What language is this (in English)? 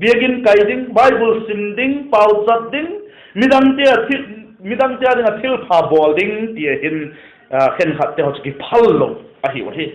Vaiphei